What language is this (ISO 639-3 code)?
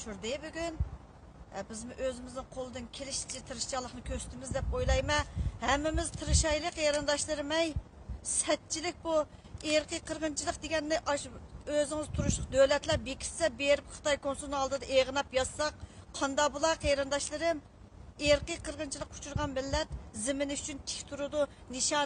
uig